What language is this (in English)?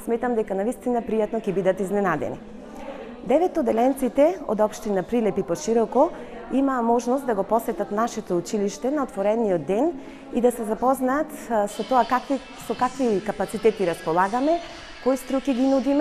Macedonian